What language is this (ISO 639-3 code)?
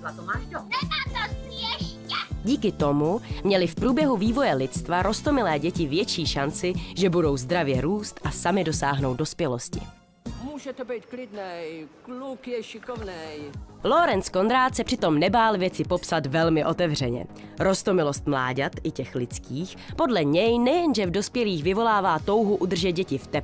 ces